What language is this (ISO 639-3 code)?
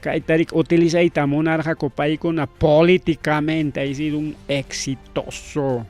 quy